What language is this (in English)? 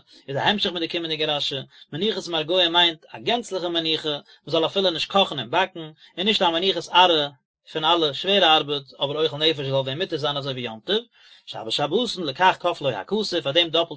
Yiddish